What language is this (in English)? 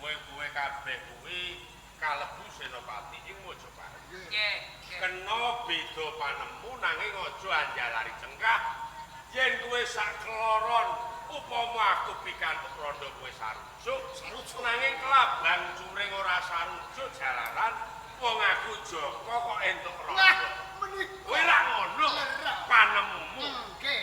Javanese